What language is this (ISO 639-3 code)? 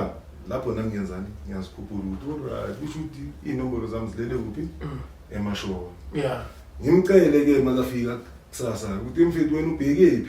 zul